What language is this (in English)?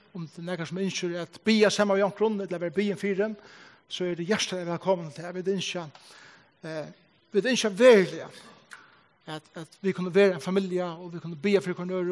Faroese